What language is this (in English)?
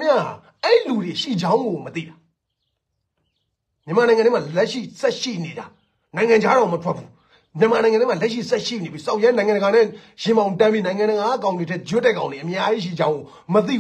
Burmese